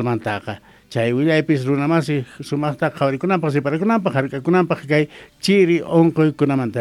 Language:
South Bolivian Quechua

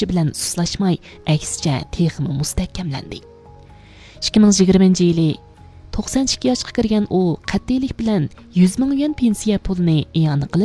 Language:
Uyghur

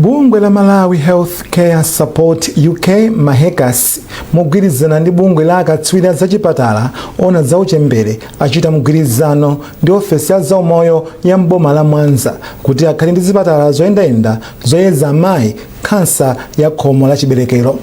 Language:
Nyanja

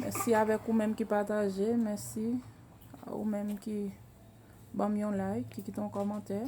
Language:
Haitian Creole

